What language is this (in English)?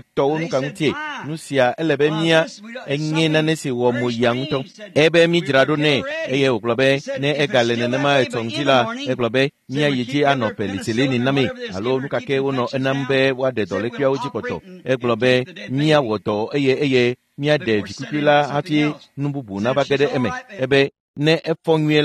Ewe